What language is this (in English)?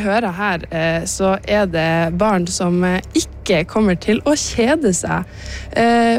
Norwegian